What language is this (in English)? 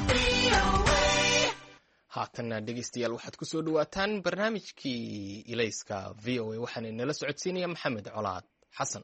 Somali